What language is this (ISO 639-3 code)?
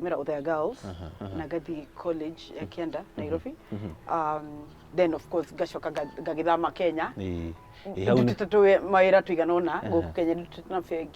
kik